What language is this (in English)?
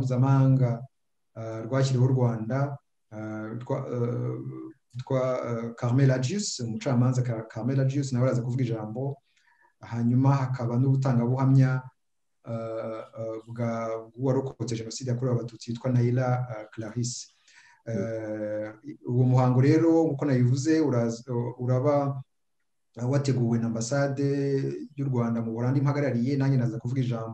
Kinyarwanda